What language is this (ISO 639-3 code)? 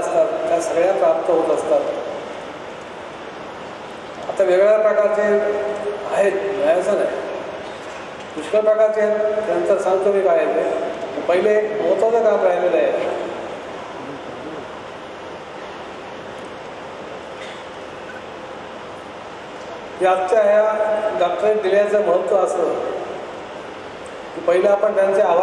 mar